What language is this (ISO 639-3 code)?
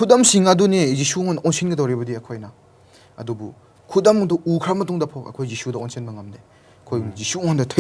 mni